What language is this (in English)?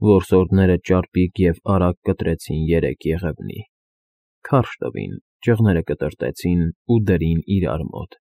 Armenian